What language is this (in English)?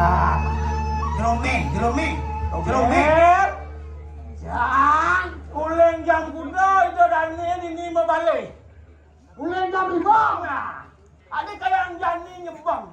Balinese